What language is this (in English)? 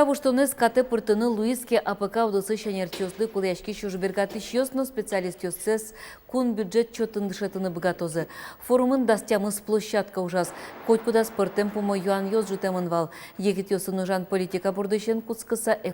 Udmurt